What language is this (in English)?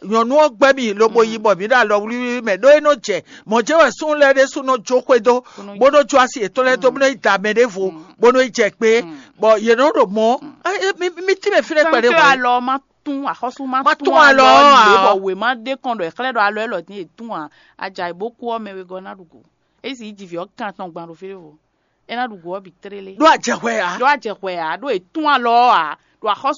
Fon